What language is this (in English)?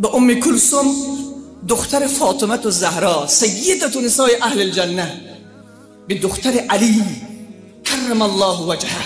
Persian